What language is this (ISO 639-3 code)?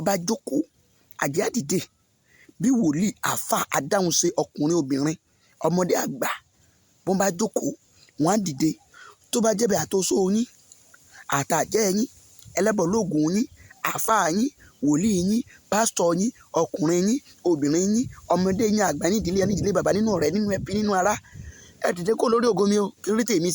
yor